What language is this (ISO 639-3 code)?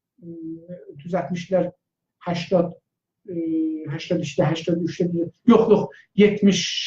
azb